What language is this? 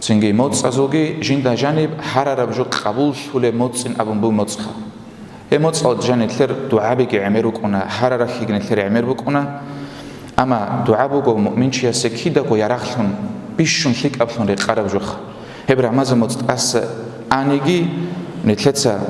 Avaric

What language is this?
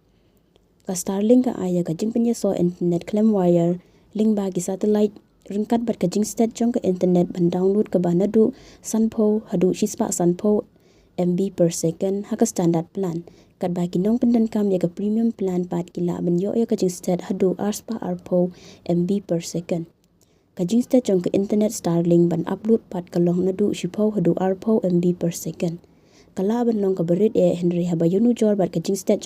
Khasi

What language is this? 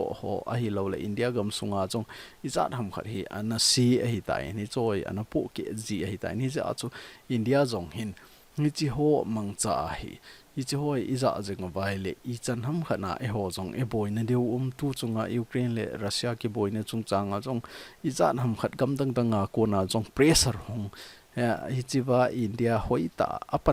Thado Chin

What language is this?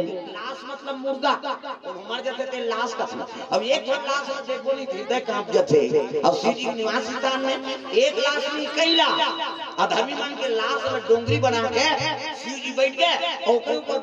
Chhattisgarhi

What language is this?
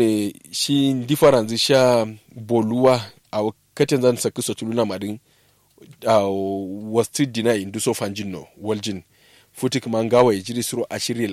Kanuri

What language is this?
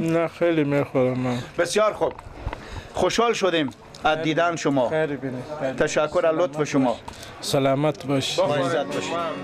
Persian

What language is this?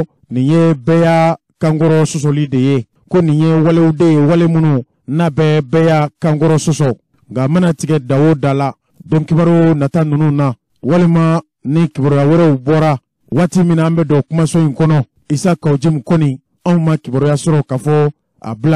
Bambara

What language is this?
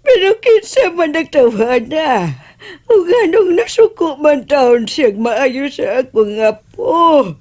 Cebuano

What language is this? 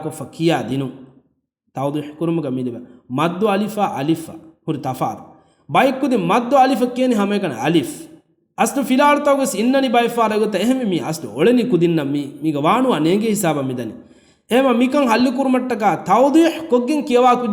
Divehi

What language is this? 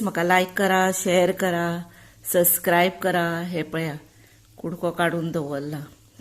Konkani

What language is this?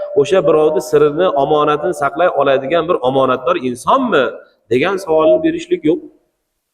Uzbek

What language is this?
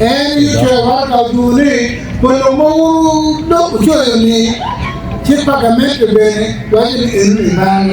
Acoli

